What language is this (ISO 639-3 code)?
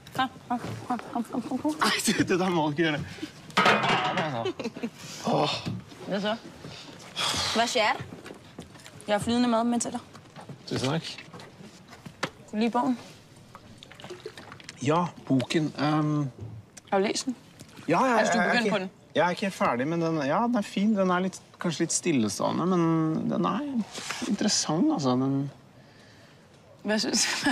nor